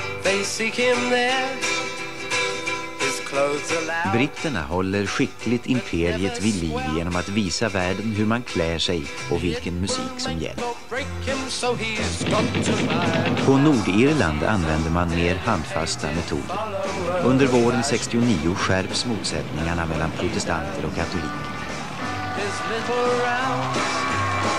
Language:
Swedish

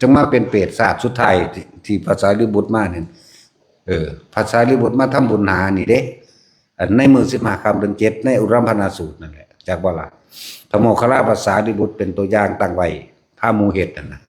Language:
Northeastern Thai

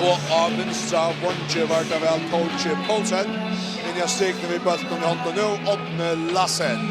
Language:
Faroese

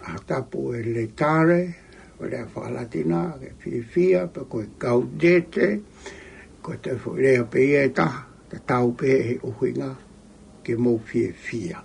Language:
Tongan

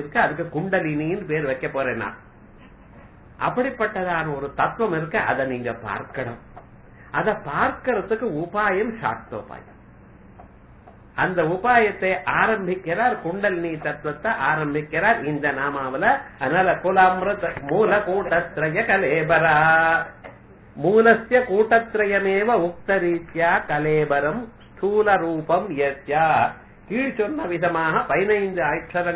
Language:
Tamil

